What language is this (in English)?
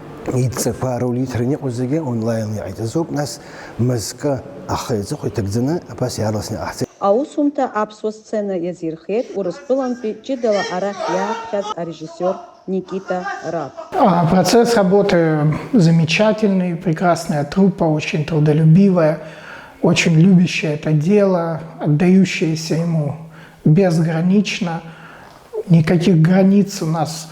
Abkhazian